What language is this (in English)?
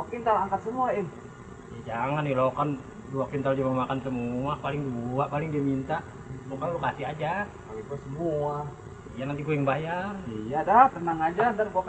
Betawi